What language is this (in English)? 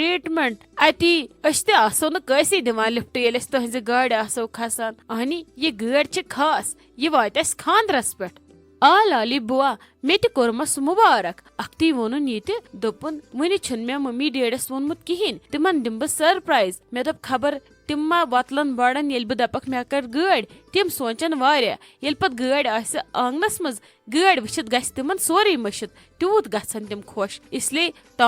Kashmiri